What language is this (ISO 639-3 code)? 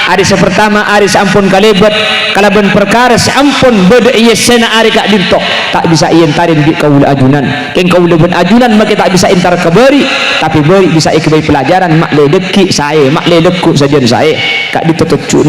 mad